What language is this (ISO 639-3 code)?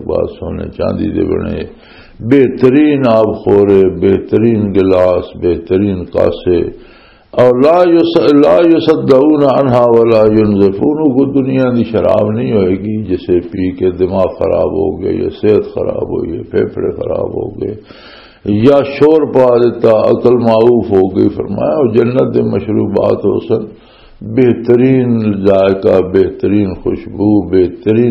lah